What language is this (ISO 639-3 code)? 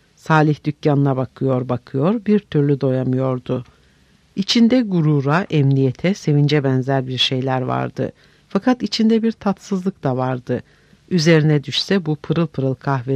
tur